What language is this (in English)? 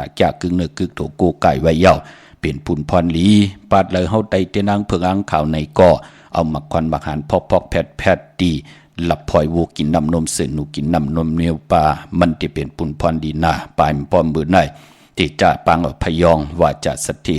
Shan